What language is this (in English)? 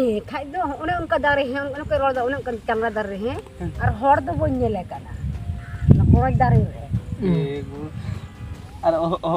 Santali